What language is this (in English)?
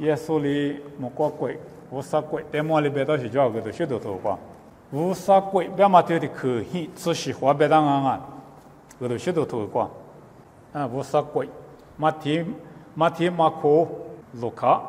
Lisu